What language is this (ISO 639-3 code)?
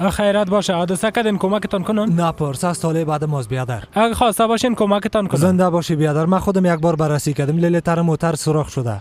fas